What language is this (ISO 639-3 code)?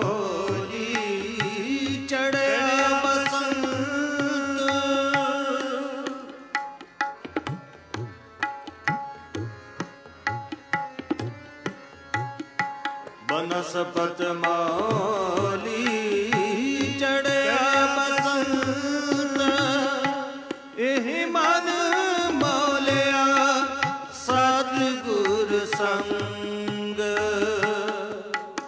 pan